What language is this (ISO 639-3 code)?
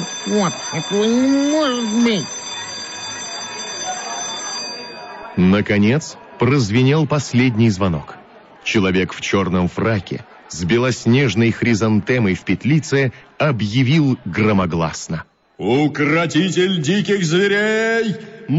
rus